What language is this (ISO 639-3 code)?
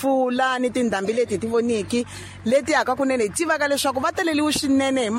tso